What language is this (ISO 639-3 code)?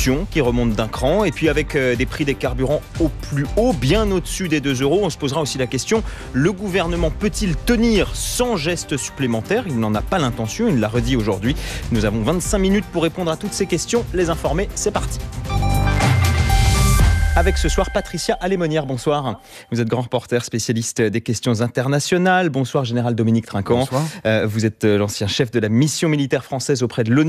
fra